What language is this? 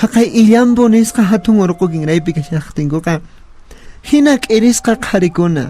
Quechua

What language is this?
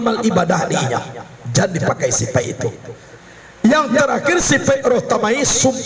Minangkabau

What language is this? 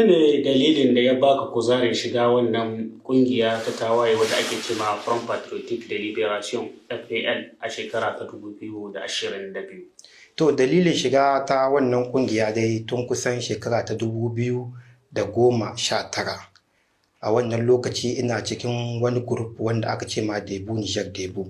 Hausa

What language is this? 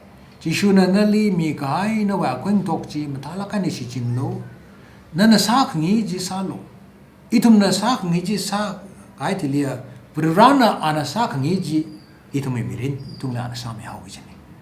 Tangkhul Naga (India)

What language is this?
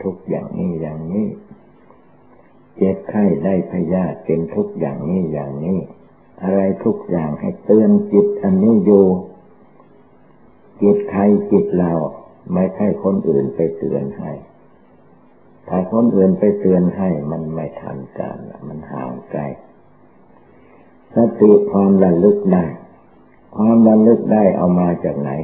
Thai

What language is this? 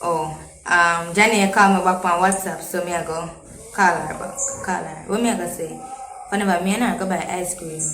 Jamaican Creole English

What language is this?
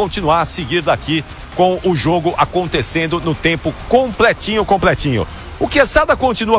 Portuguese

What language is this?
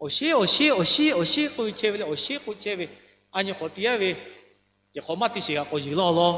Lahu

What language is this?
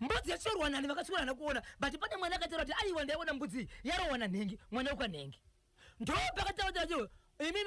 Shona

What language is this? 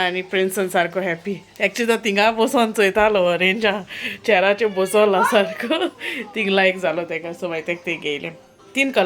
Konkani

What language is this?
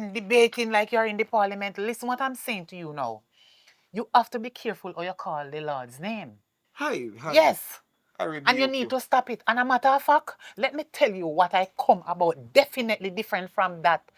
Jamaican Creole English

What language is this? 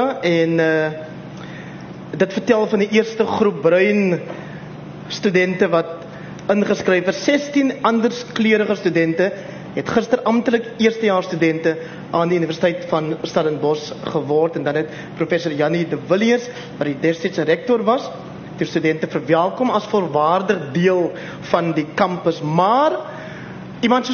Afrikaans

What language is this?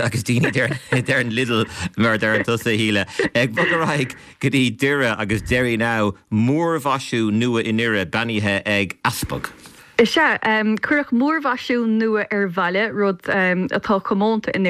Irish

